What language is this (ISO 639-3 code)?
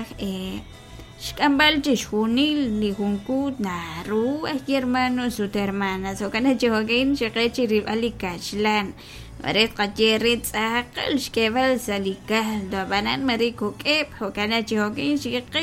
kek